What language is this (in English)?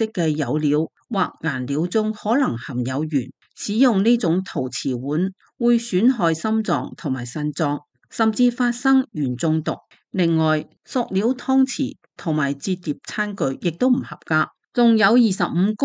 Cantonese